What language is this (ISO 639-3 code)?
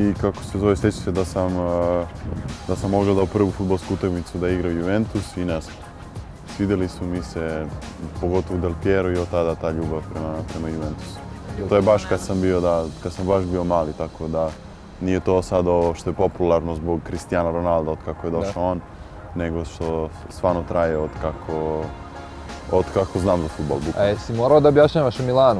srp